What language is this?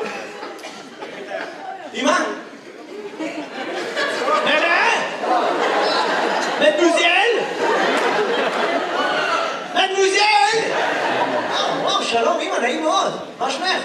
Hebrew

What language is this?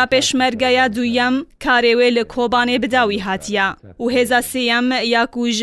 Kurdish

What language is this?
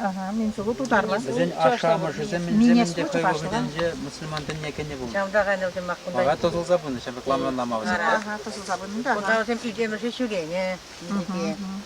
Chuvash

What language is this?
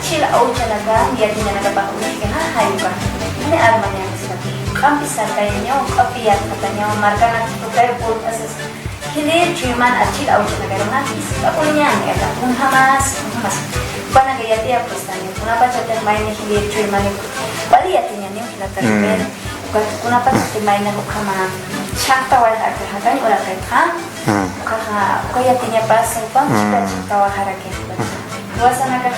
Aymara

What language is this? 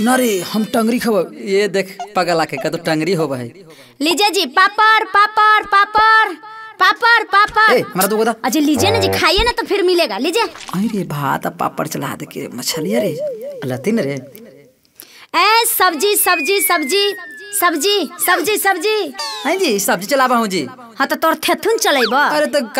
Bhojpuri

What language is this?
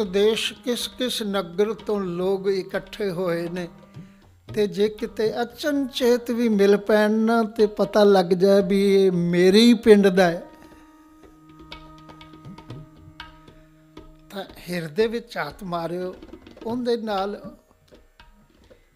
Punjabi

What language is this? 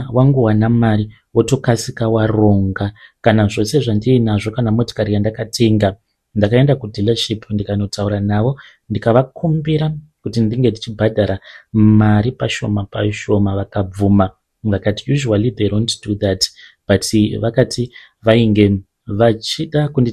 Shona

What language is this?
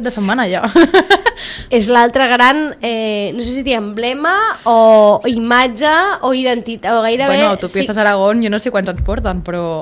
Catalan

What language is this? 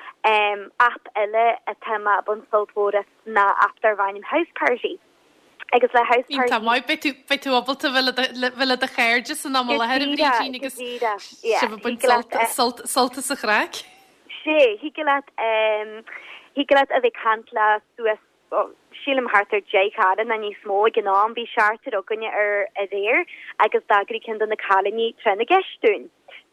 Irish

